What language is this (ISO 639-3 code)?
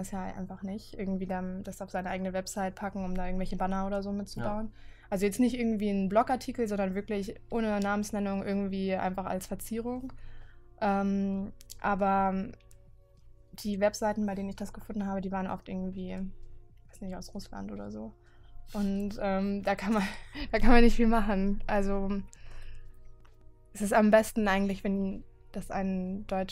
deu